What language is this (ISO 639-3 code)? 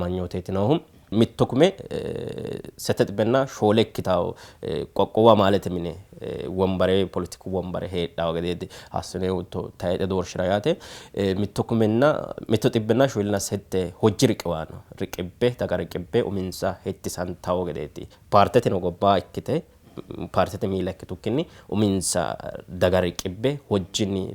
sid